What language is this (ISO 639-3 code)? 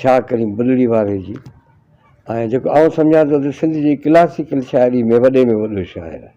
snd